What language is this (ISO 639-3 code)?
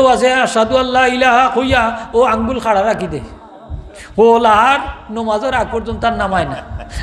syl